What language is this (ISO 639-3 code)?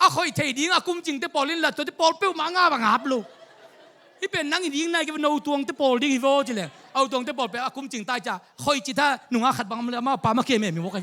ctd